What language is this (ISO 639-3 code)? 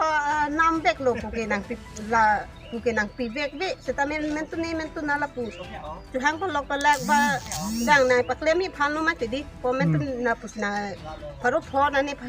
mjw